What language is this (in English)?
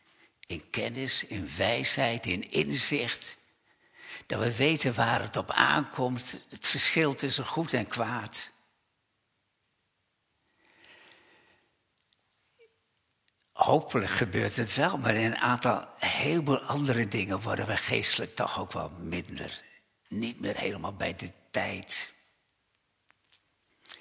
Dutch